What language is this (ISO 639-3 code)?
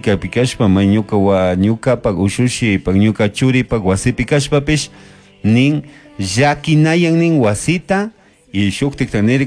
qug